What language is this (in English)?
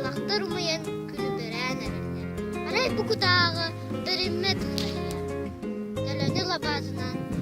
Yakut